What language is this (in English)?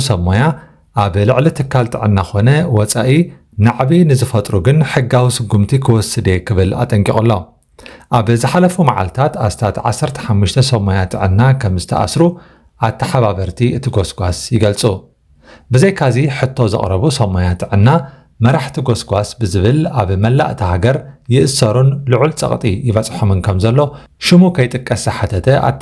Tigrinya